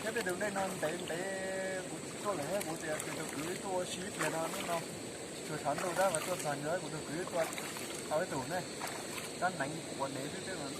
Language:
Hmong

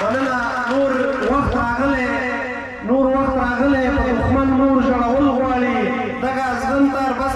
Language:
Pashto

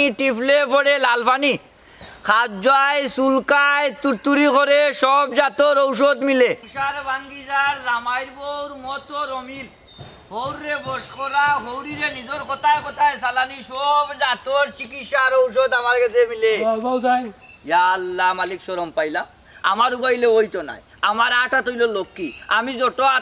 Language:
Sylheti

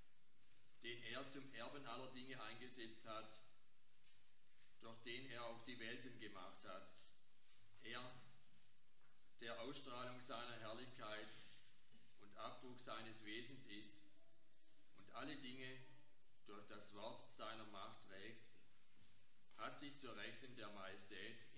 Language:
German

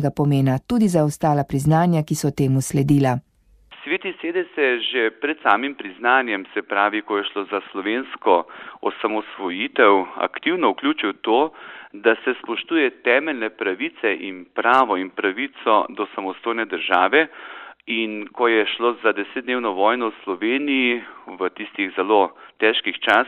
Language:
Slovenian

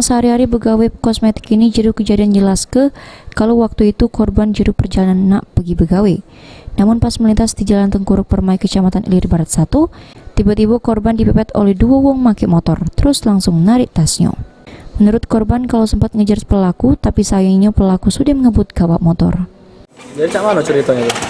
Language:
Musi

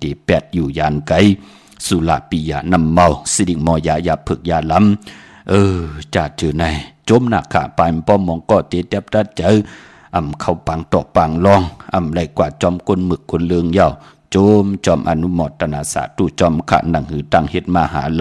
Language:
Shan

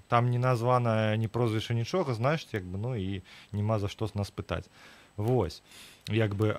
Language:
Belarusian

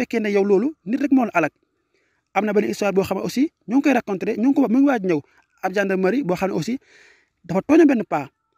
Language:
Wolof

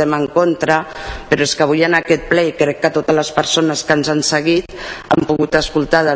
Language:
Catalan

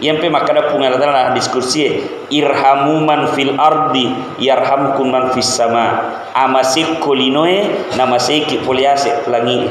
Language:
Buginese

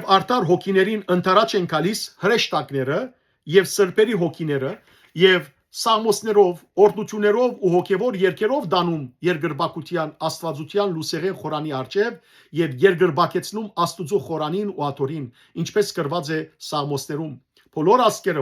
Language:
Western Armenian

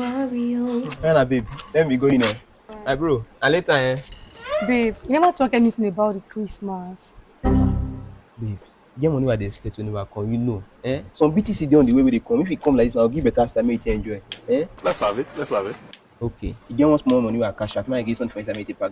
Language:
Nigerian Pidgin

